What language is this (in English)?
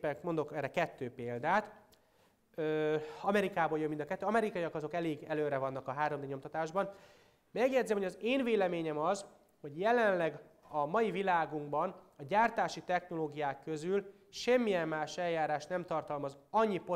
Hungarian